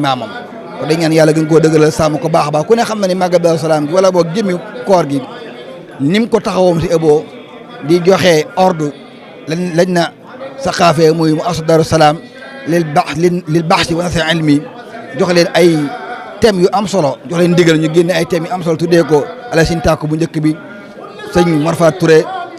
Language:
Wolof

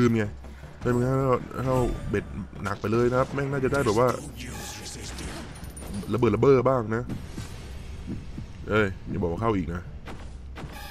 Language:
Thai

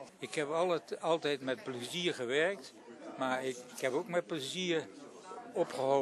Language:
Dutch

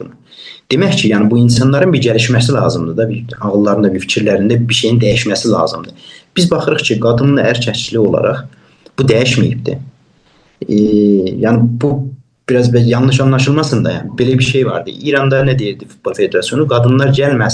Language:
South Azerbaijani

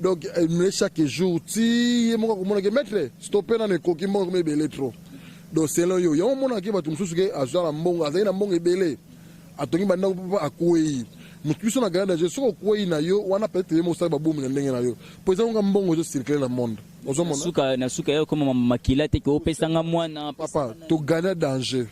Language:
Lingala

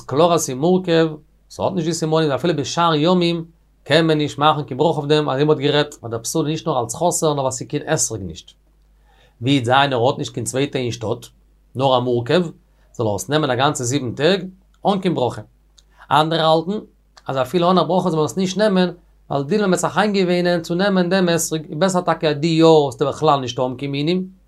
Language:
Yiddish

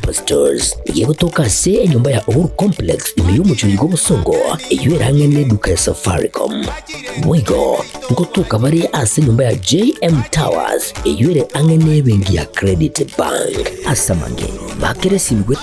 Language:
Gusii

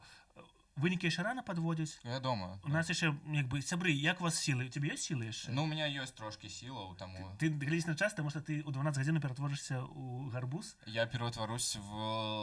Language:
Belarusian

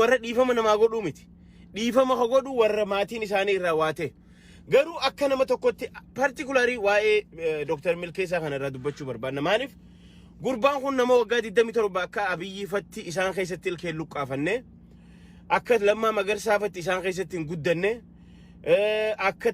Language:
Oromo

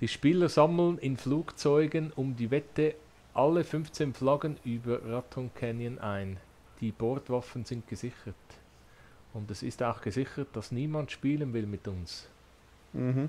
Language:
Swiss German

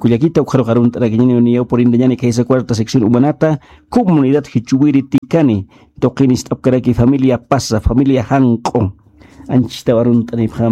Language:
Aymara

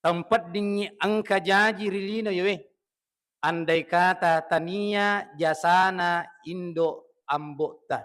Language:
Buginese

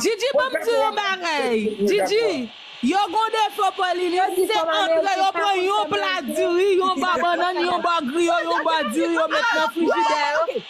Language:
Haitian Creole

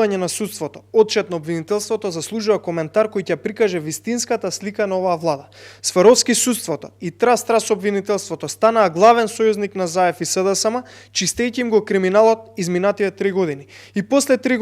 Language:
Macedonian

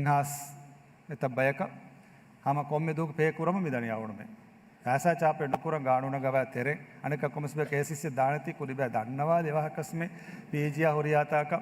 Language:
Divehi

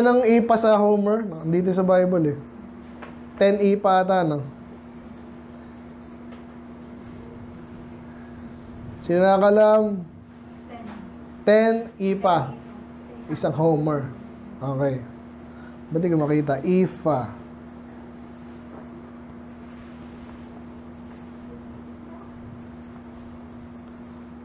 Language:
Filipino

